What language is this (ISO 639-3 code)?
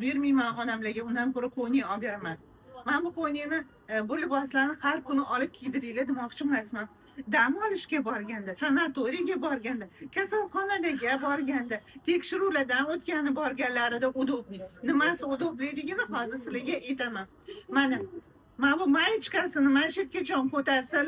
uzb